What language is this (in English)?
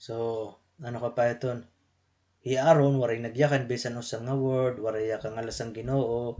Waray